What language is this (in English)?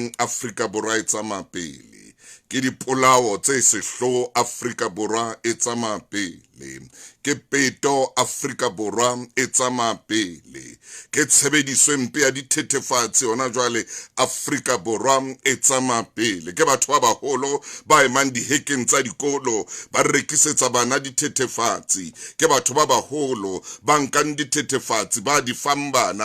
Southern Sotho